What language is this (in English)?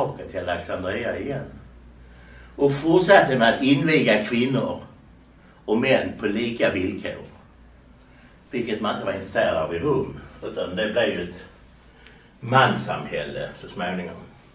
Swedish